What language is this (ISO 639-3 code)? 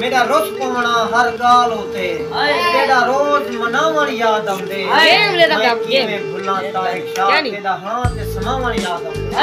skr